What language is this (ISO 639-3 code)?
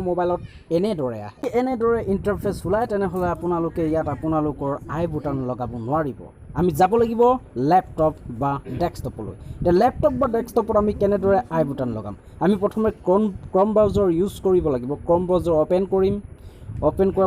asm